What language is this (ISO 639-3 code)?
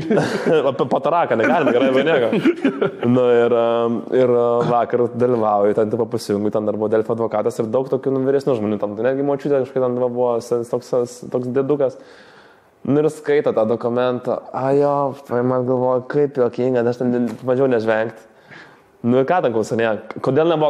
lit